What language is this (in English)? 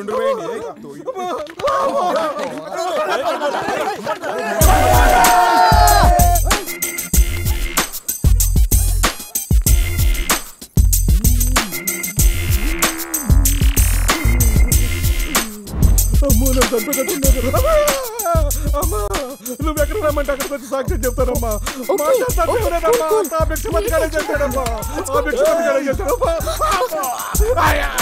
Telugu